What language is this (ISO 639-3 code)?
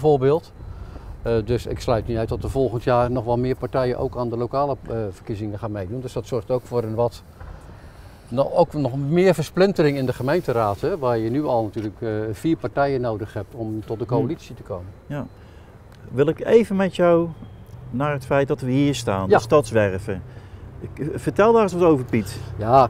nld